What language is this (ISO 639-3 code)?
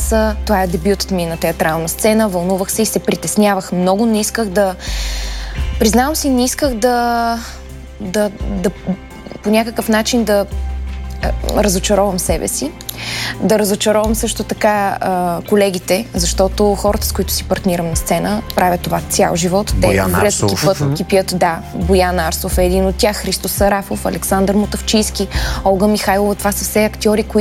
bul